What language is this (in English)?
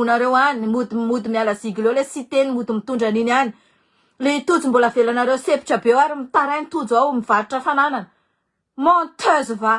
Malagasy